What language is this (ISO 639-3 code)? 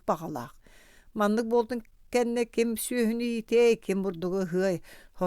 sah